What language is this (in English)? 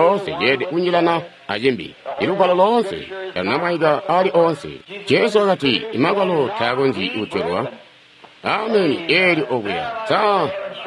Tonga (Zambia)